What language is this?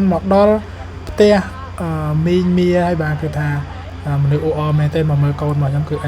Khmer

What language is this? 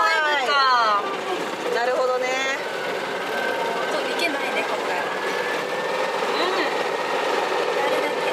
Japanese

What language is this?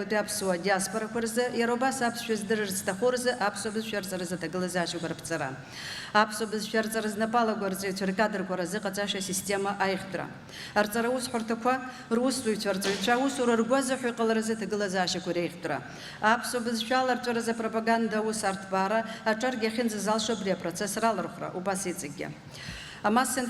Abkhazian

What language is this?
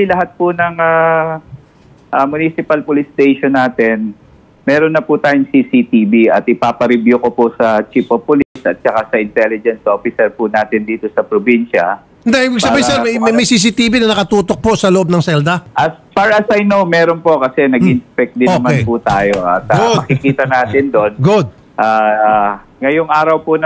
Filipino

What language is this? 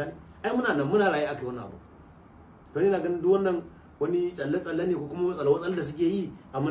Hausa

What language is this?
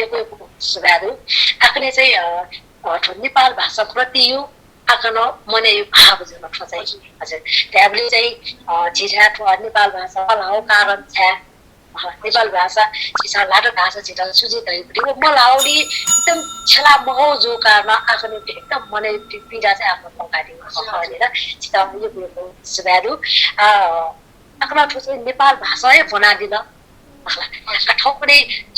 Newari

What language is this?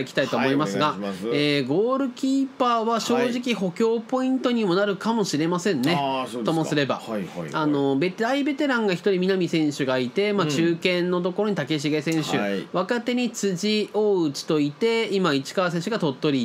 Japanese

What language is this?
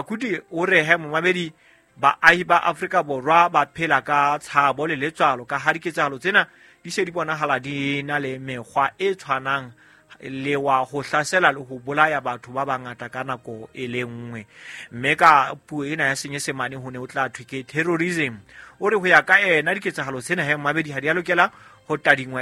Southern Sotho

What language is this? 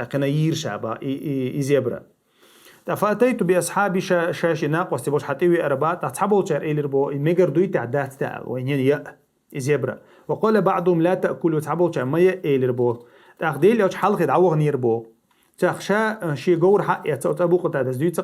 Chechen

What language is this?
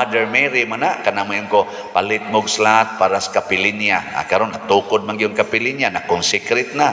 Cebuano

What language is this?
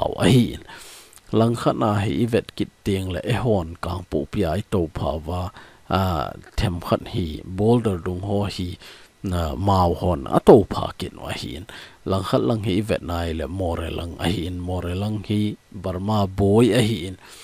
Thado Chin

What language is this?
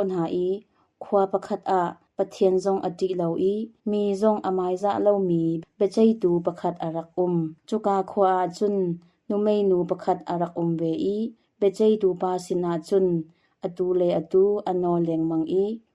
Hakha Chin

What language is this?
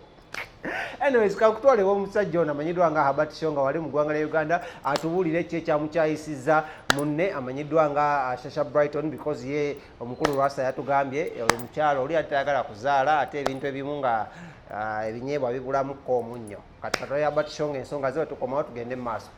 Ganda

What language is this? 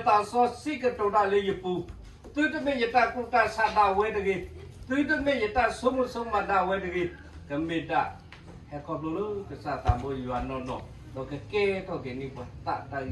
S'gaw Karen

